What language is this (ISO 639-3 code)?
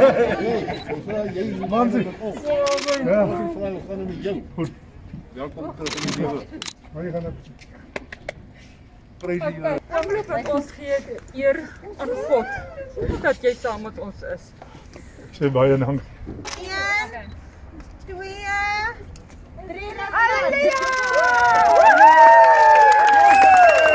afr